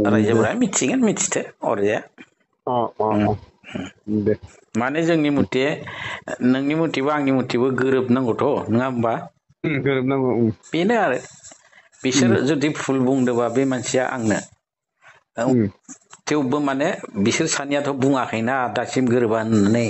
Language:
Bodo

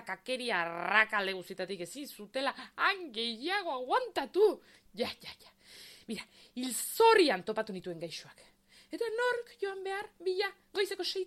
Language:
Basque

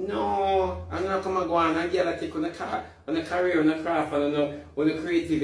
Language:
Jamaican Creole English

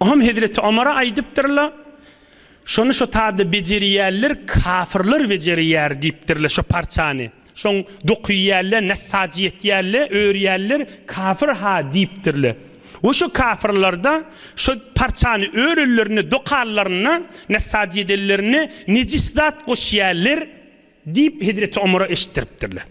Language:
Turkmen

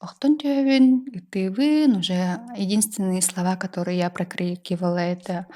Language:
Yakut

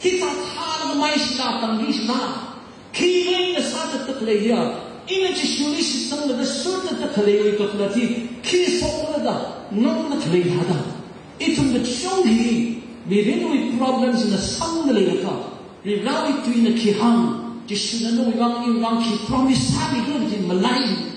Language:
Tangkhul Naga (India)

